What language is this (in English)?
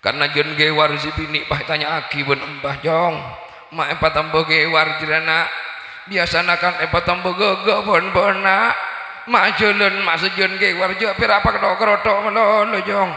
Madurese